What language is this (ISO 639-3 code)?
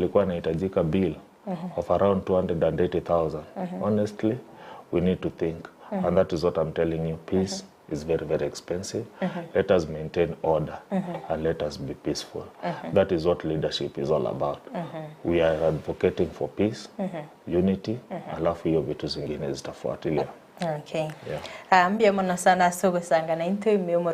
guz